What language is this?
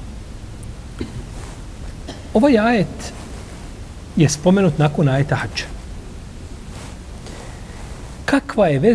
Bosnian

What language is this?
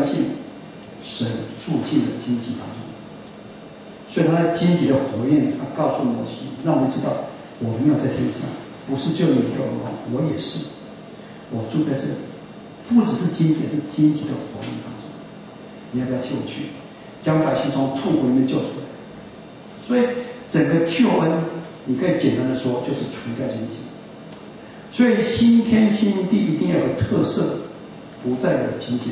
Chinese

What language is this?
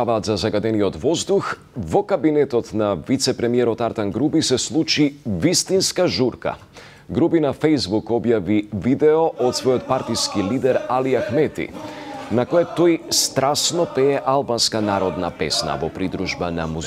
Macedonian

